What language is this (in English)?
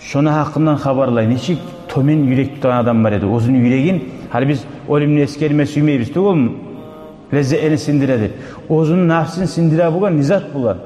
Kumyk